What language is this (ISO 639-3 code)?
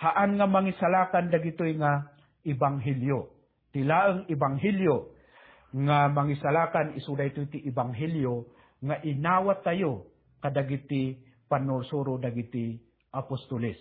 ilo